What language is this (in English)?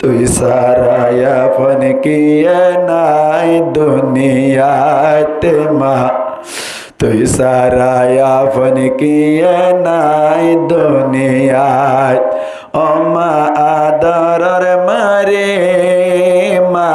Rohingya